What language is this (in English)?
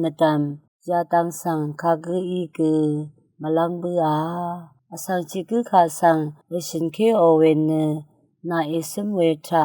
Rawang